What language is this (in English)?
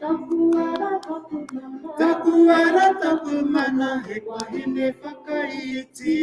Māori